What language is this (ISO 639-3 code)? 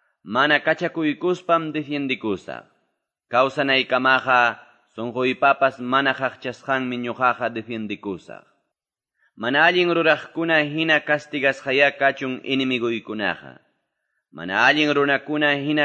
que